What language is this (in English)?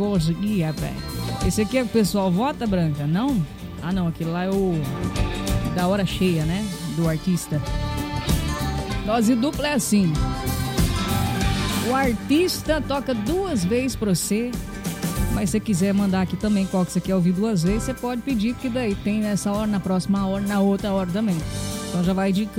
Portuguese